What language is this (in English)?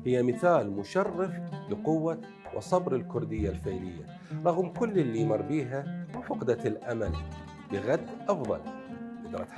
Mesopotamian Arabic